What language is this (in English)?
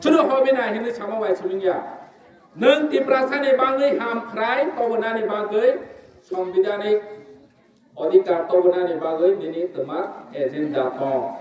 Kok Borok